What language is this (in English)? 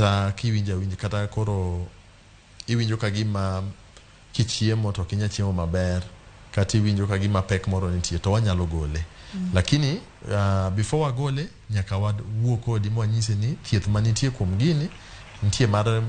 Luo (Kenya and Tanzania)